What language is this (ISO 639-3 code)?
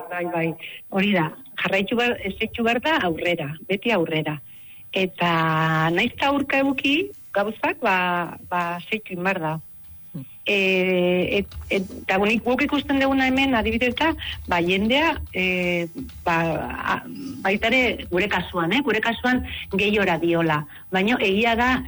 eus